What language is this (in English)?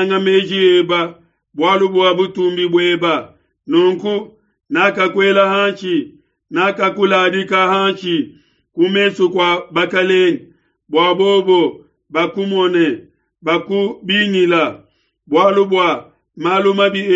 Luba-Lulua